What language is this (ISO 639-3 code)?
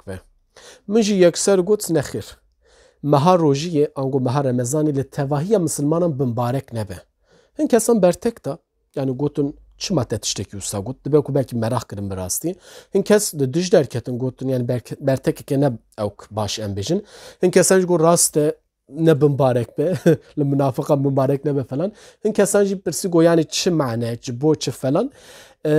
kur